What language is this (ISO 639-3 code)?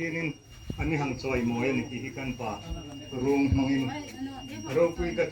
hmr